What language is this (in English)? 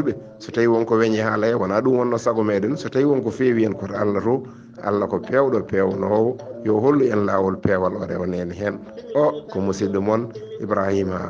Fula